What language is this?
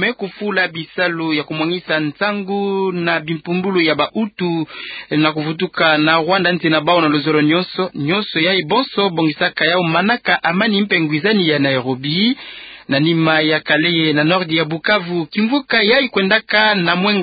Kituba (Democratic Republic of Congo)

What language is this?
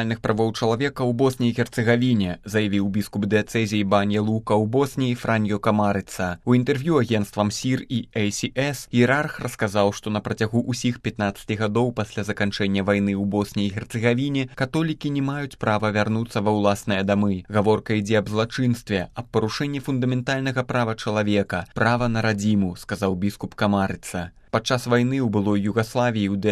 Belarusian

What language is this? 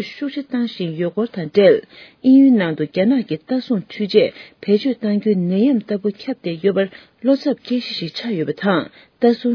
Tibetan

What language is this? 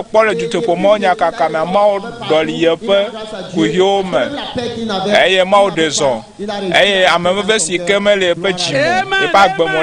Ewe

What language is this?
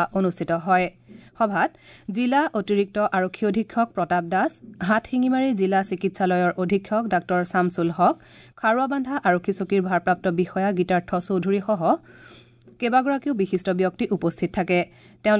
Assamese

